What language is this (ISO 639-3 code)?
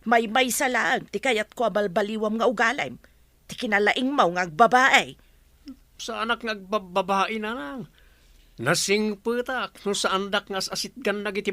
ilo